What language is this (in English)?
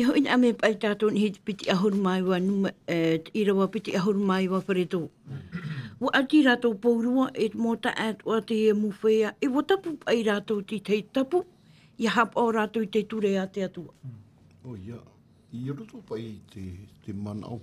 Tahitian